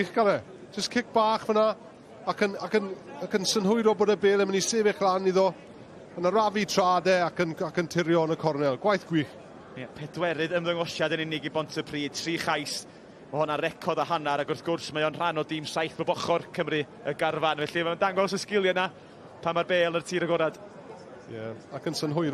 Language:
Welsh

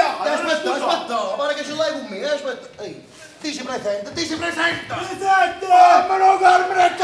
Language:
Neapolitan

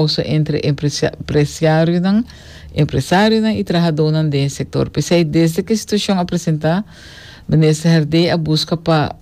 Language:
Papiamento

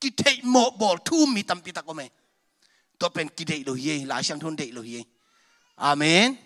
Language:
Tedim Chin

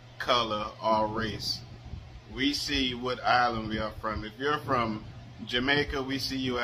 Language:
Jamaican Creole English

